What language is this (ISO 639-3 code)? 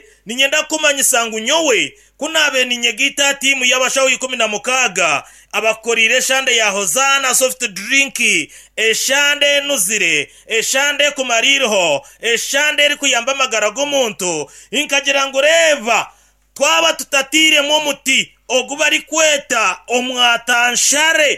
nyn